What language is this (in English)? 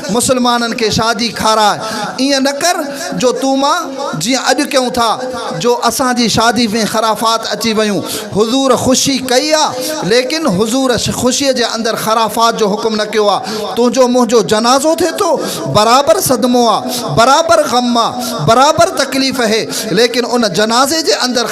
Sindhi